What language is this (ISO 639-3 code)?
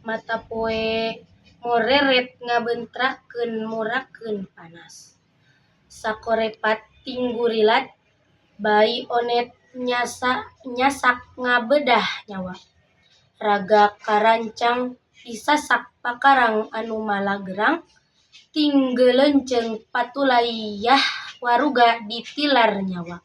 sun